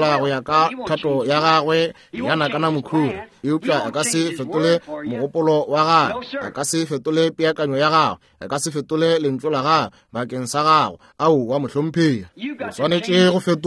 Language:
Northern Sotho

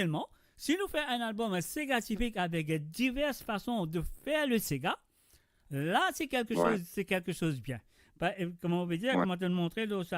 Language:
Morisyen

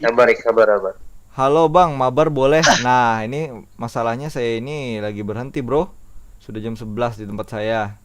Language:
Banjar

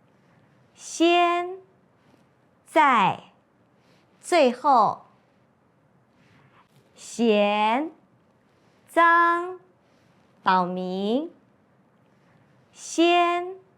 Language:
Hakka Chinese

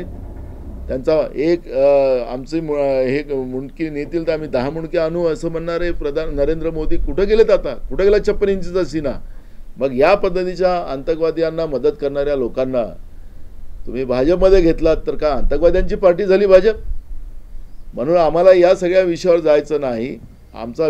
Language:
Marathi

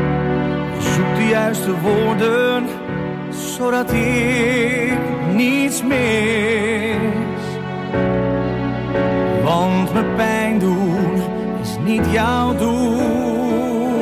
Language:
Dutch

